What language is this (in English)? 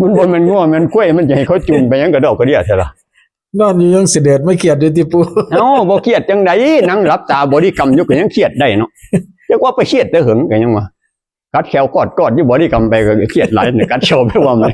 Northeastern Thai